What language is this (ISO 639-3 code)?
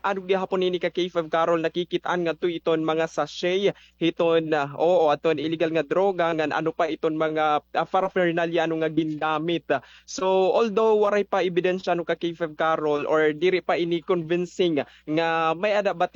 war